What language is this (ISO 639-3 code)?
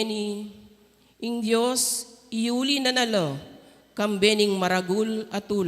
pam